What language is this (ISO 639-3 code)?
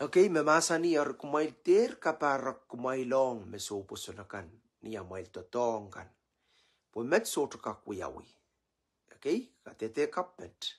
pon